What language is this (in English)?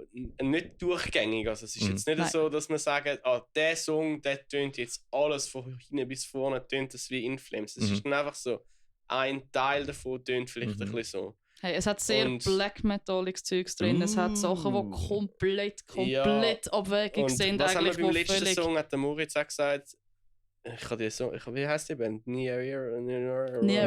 Swiss German